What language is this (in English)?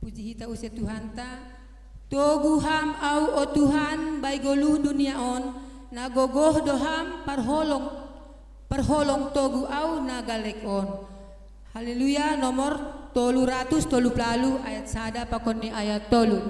Batak Simalungun